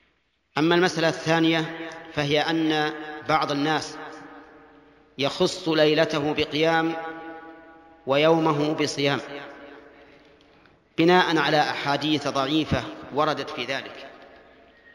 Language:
Arabic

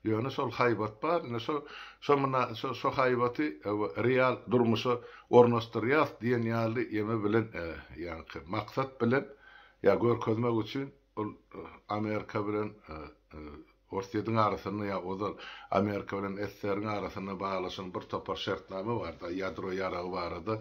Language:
Turkmen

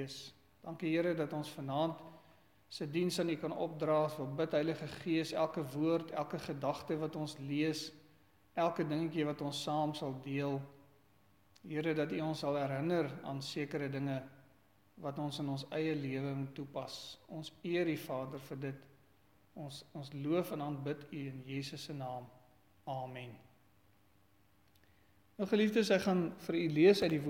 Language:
Afrikaans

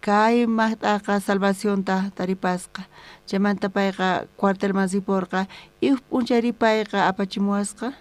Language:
South Bolivian Quechua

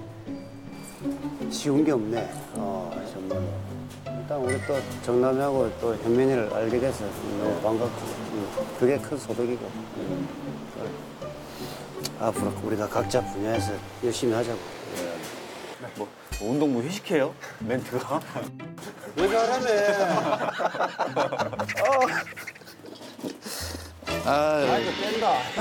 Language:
Korean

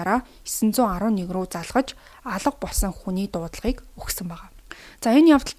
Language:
Mongolian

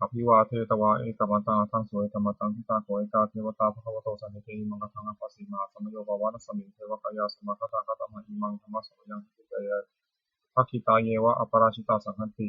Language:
Pali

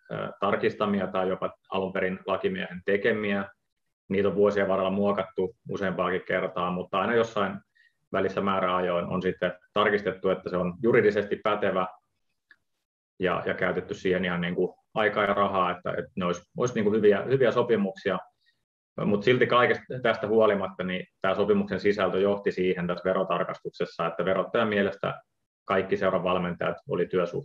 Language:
Finnish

